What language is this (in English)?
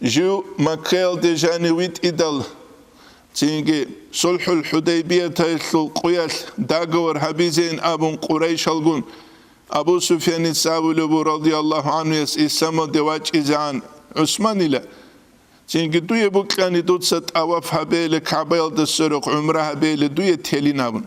Avaric